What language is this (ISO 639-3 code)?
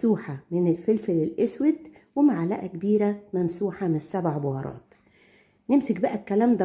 arz